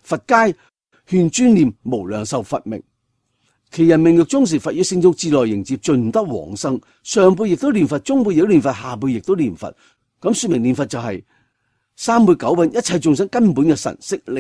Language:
Cantonese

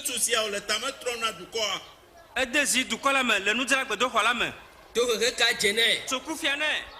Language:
Ewe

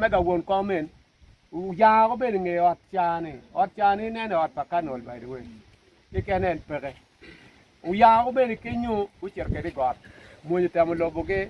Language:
Acoli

